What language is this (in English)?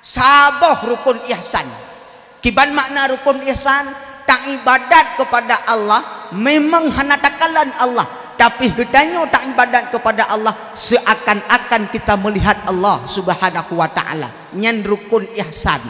Achinese